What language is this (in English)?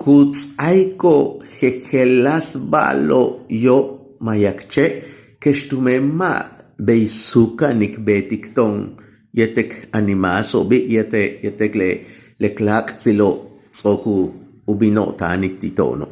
Yucateco